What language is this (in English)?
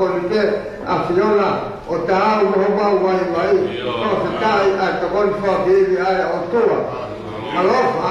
Tongan